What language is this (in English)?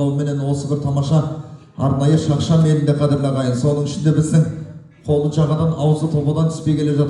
Kazakh